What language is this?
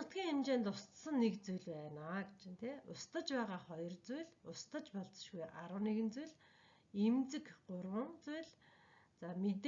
Mongolian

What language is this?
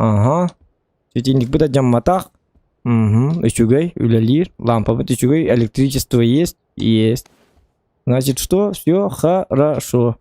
Yakut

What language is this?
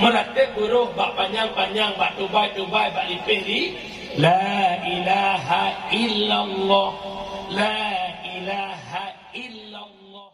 Achinese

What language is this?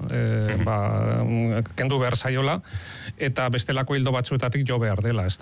Basque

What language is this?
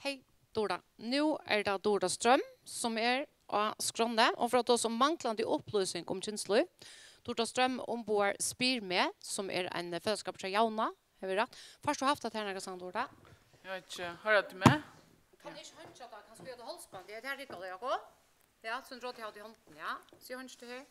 Faroese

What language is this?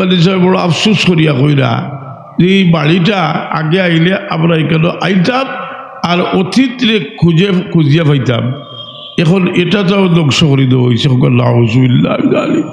Sylheti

